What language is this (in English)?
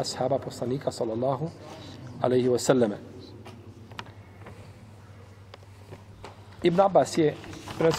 Bosnian